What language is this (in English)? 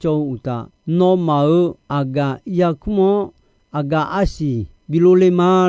Akha